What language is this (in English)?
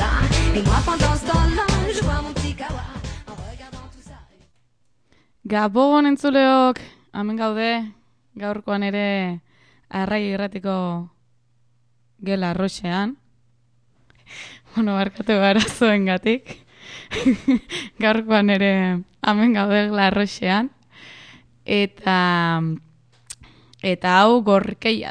Basque